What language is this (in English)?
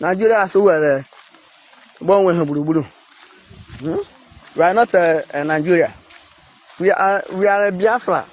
Igbo